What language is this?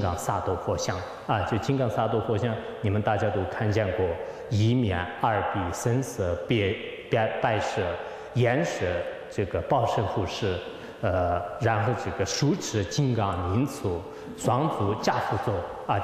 Chinese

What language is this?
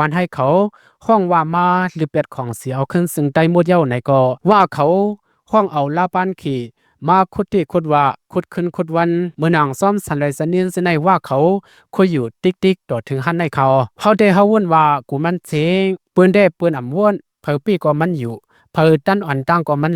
Shan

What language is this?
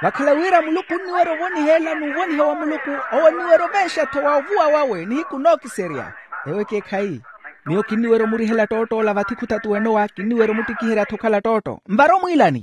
Makhuwa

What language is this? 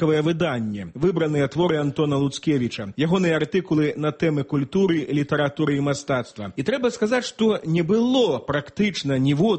Belarusian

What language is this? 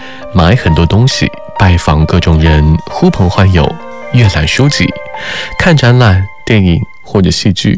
Chinese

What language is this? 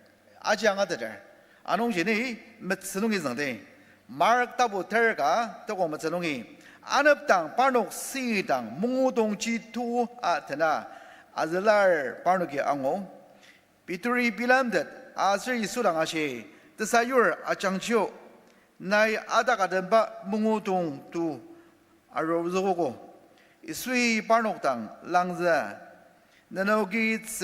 Ao Naga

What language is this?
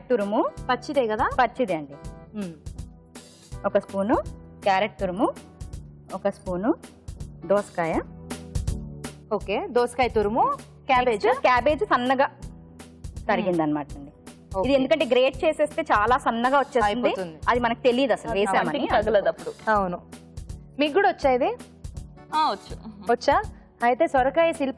Telugu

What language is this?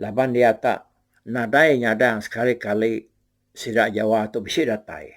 Iban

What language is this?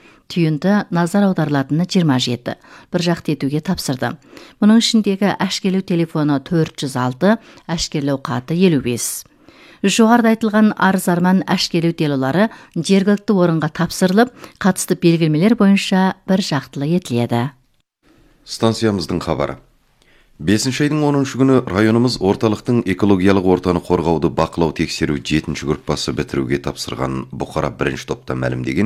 Kazakh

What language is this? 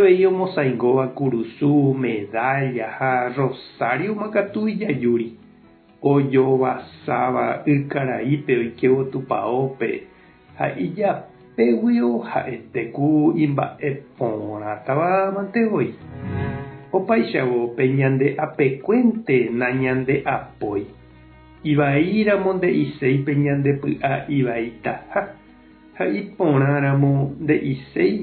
Guarani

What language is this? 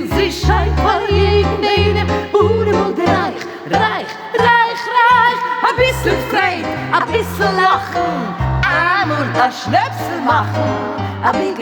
Yiddish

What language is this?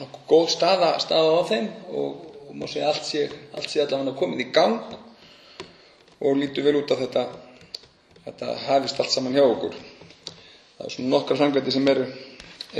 Icelandic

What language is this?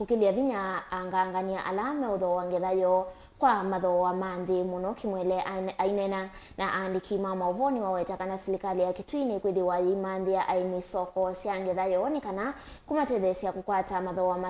Kamba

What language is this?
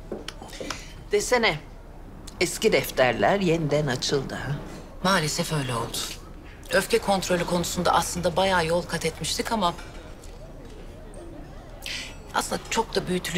Turkish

